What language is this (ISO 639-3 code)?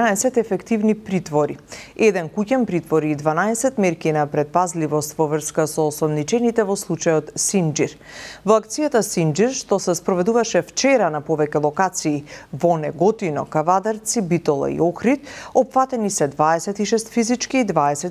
mkd